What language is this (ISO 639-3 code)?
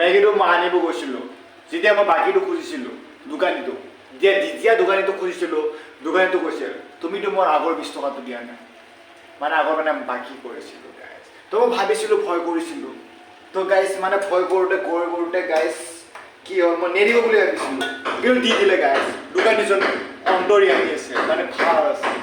asm